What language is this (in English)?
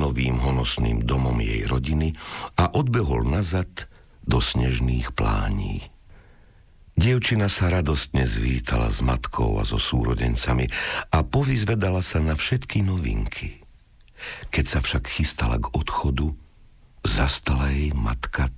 Slovak